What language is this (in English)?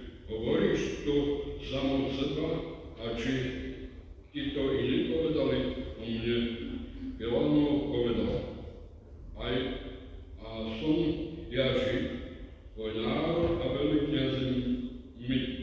Slovak